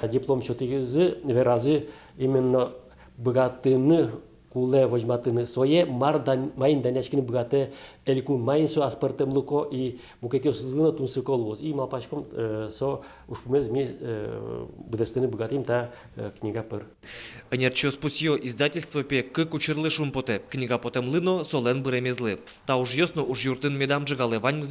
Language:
Udmurt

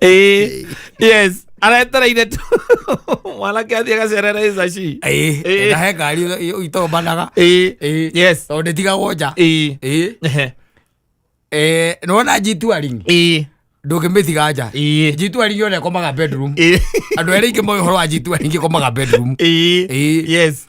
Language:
Kikuyu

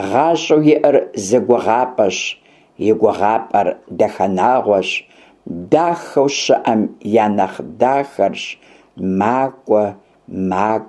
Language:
Kabardian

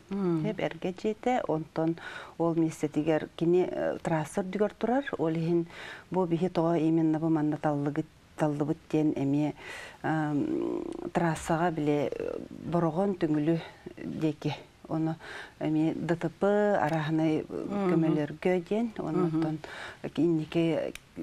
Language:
Yakut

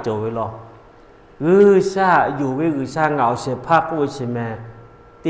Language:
Lahu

